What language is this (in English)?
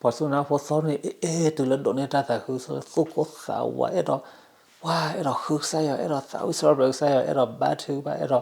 S'gaw Karen